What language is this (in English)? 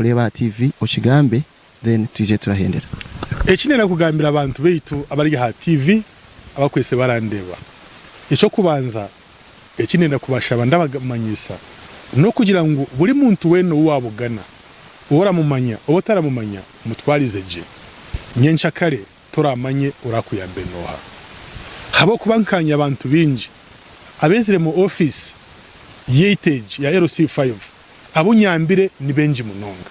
Nyankole